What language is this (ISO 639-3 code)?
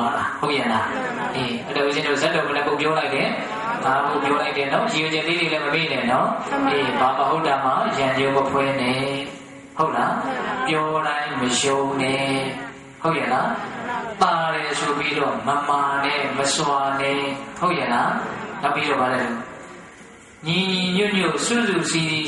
mya